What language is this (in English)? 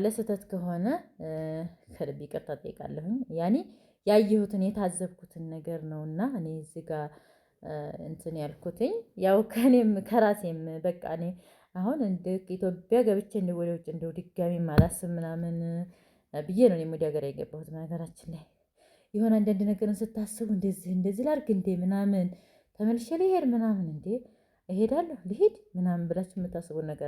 Amharic